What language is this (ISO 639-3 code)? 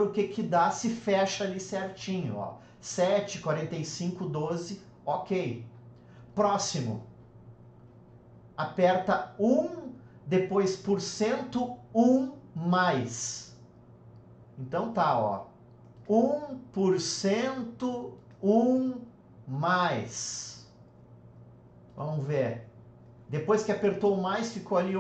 por